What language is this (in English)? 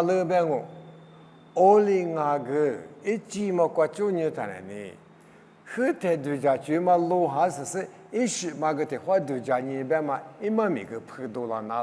Lisu